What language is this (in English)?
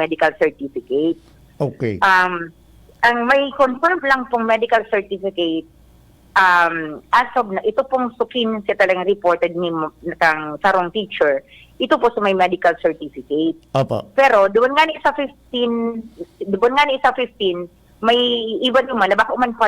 Bikol